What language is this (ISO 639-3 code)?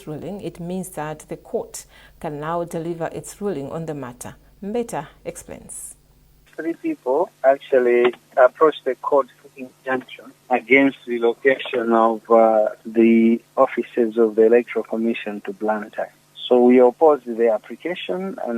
eng